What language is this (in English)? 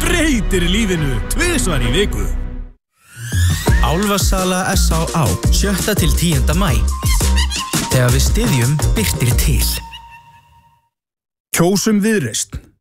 Icelandic